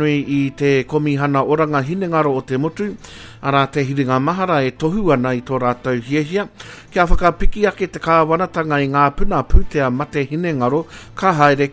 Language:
Māori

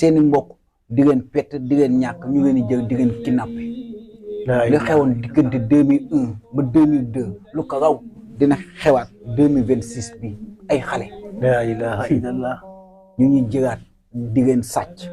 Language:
Wolof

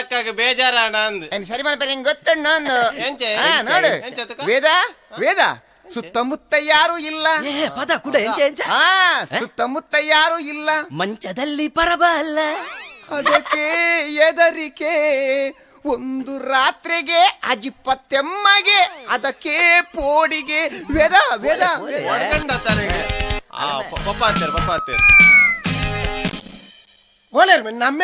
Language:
Kannada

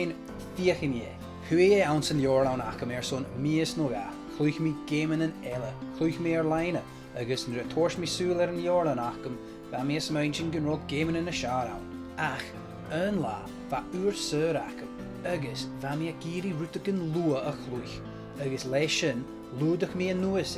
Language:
Scottish Gaelic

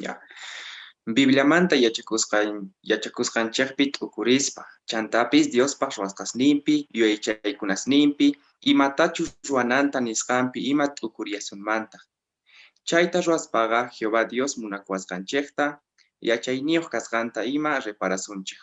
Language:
Quechua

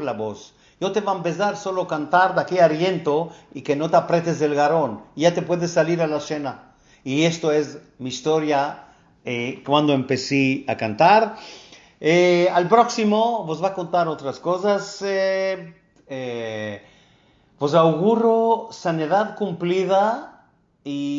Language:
Ladino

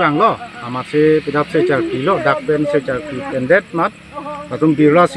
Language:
Karbi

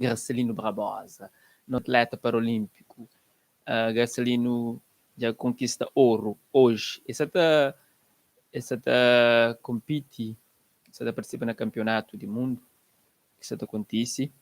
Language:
Kabuverdianu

